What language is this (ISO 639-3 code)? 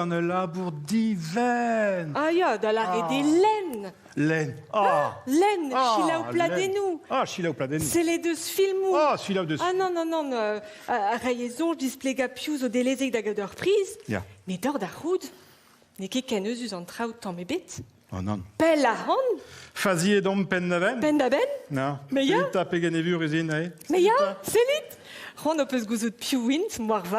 bre